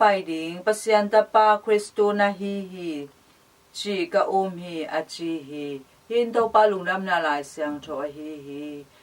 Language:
Tedim Chin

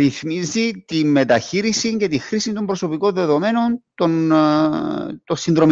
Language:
Greek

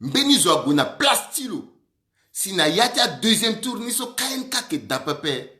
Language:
Sango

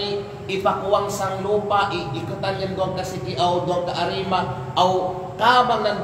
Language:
Kalagan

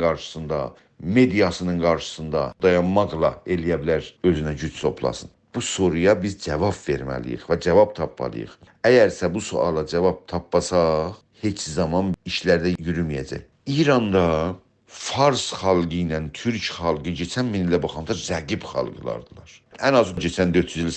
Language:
South Azerbaijani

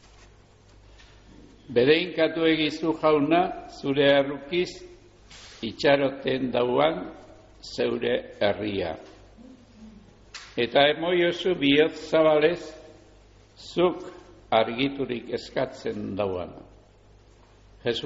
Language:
Basque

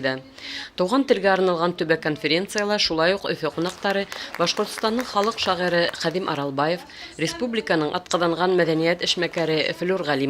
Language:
Bashkir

